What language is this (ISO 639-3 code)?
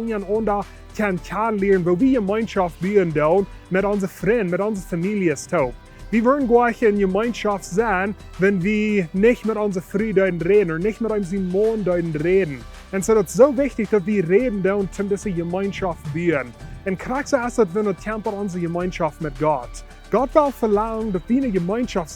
pdt